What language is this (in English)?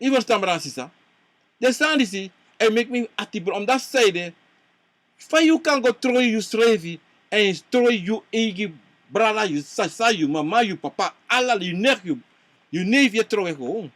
Sranan Tongo